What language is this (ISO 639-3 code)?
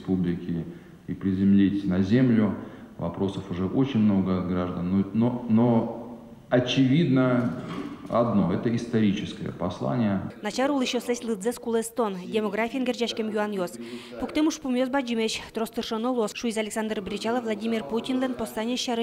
udm